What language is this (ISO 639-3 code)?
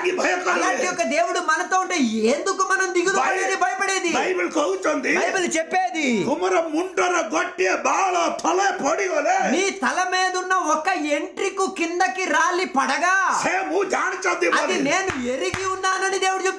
tel